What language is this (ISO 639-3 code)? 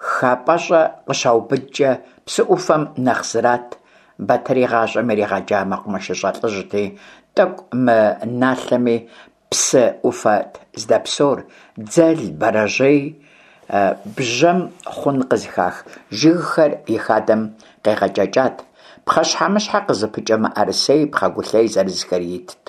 kbd